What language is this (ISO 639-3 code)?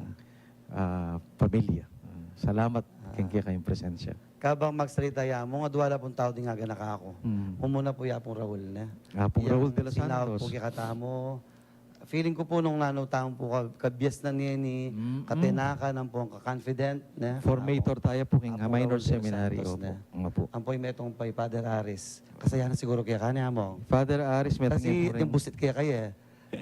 pam